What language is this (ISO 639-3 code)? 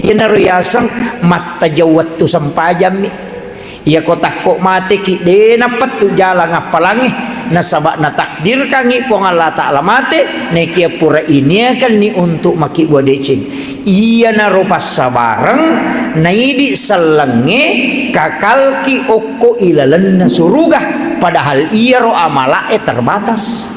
bug